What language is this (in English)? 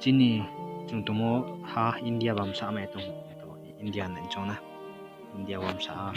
Riang (India)